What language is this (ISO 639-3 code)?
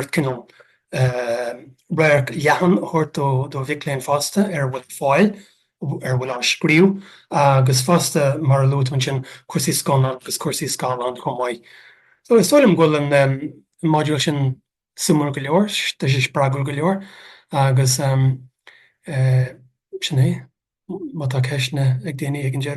gle